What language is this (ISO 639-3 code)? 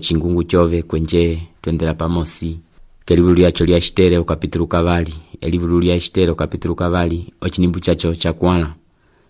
umb